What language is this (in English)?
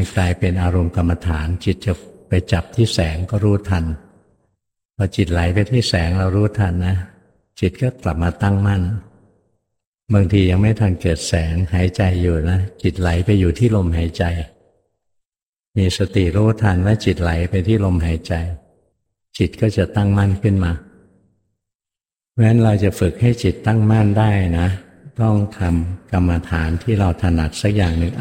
Thai